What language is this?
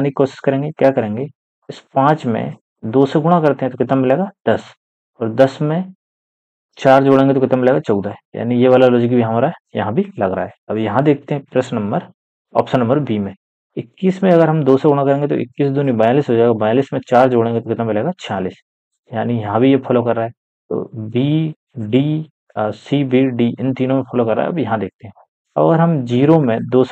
Hindi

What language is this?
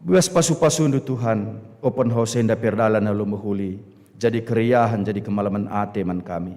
Batak Karo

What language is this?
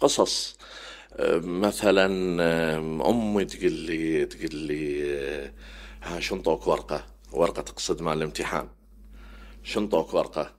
Mesopotamian Arabic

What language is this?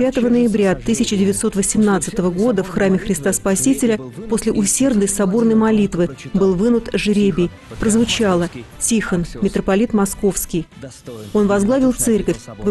Russian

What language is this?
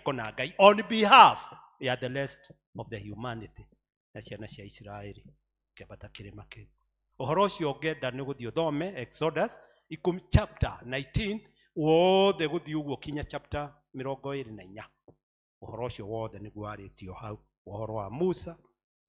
Kikuyu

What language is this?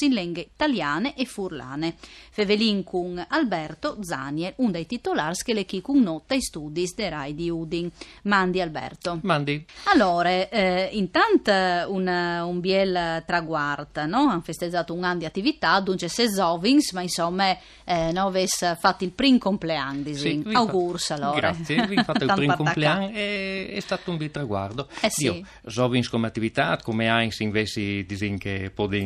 Friulian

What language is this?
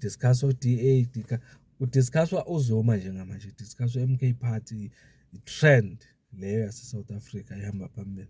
Zulu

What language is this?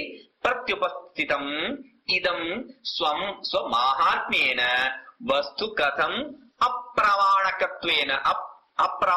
Tamil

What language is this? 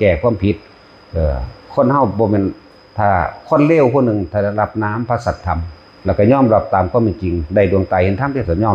Northeastern Thai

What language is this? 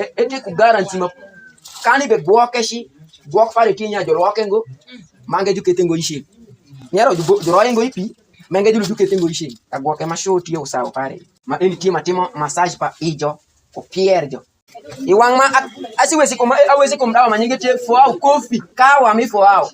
Alur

